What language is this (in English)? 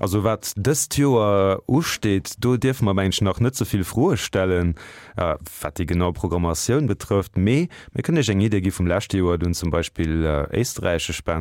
Luxembourgish